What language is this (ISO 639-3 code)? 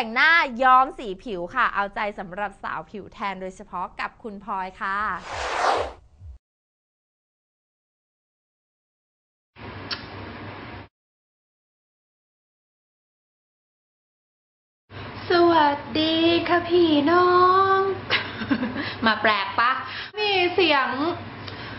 tha